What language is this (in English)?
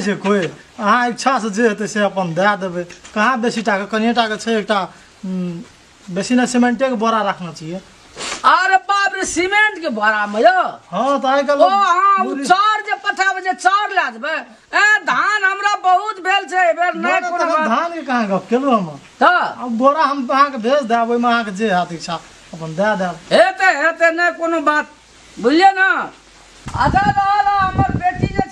Maithili